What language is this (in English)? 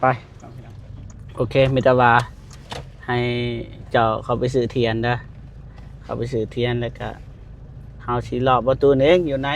Lao